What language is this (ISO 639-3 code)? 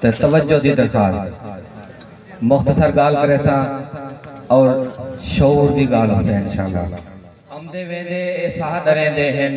skr